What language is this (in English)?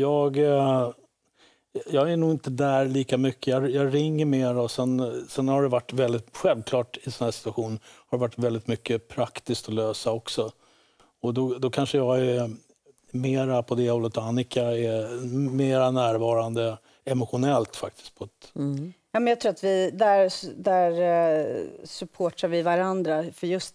Swedish